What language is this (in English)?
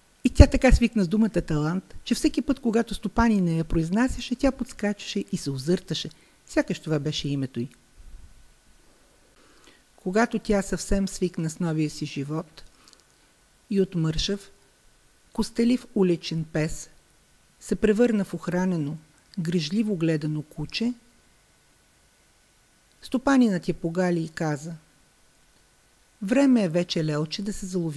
Bulgarian